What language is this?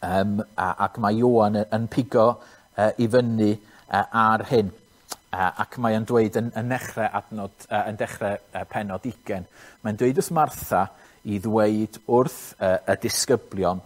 Welsh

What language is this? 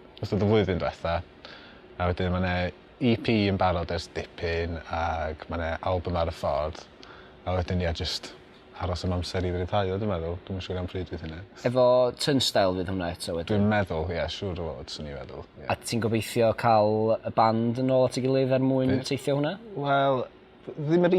Welsh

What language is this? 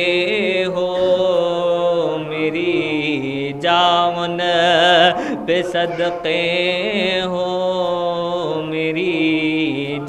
Urdu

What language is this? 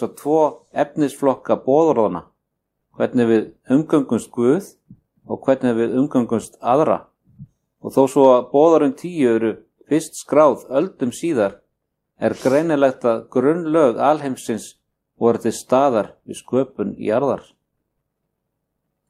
Icelandic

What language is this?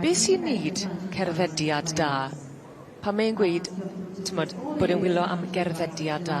Welsh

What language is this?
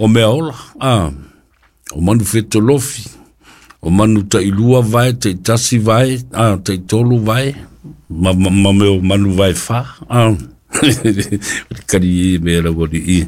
Samoan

